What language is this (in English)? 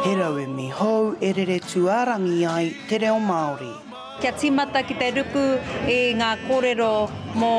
Māori